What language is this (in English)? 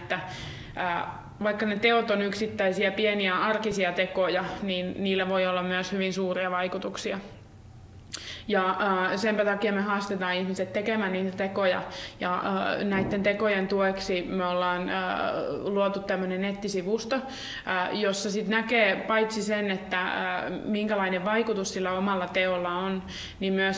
Finnish